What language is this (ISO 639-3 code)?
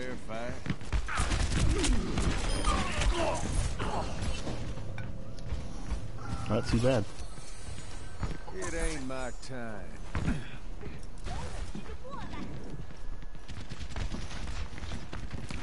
eng